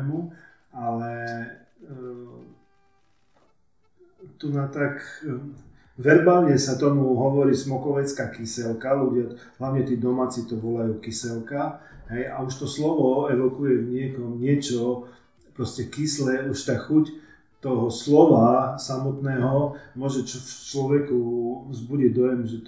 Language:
Slovak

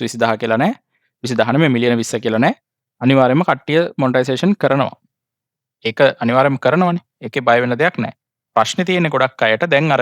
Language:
Sinhala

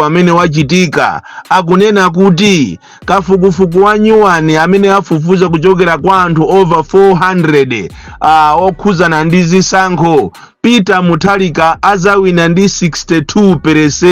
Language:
Nyanja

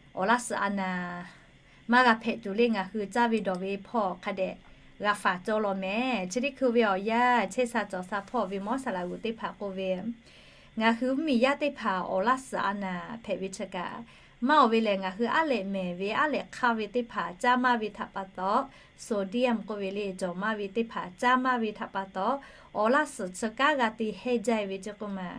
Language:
Lahu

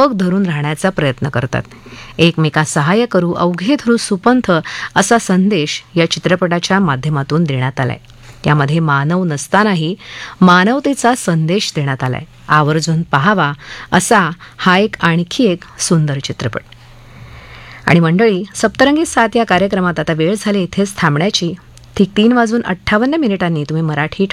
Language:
Marathi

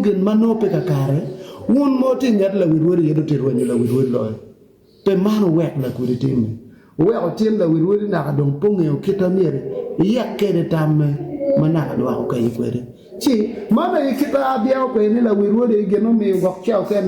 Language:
Acoli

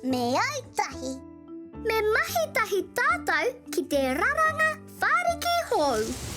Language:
Māori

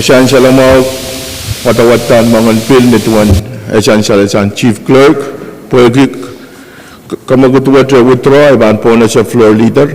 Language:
Pohnpeian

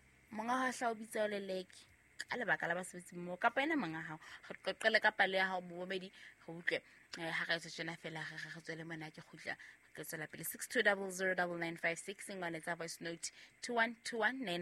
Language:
Southern Sotho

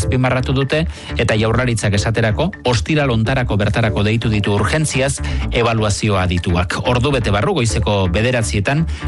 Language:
Basque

